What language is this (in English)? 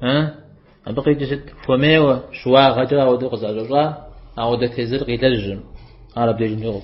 Kabardian